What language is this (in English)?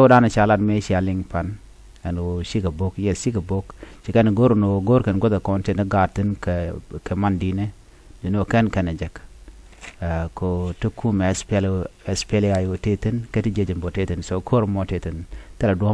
Nuer